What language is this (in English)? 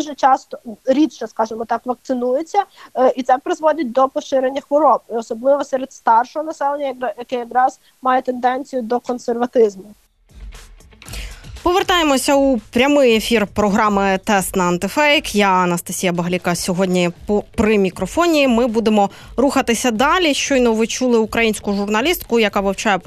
Ukrainian